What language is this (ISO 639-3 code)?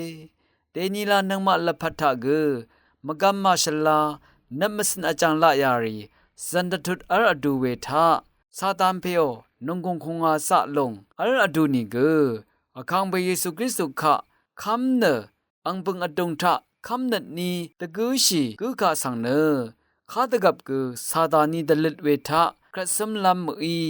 raw